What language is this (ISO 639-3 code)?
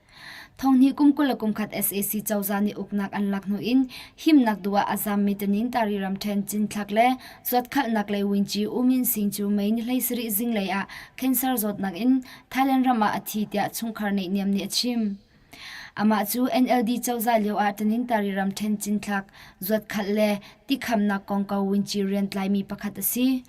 cnh